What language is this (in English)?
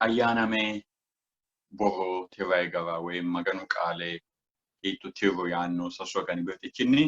Sidamo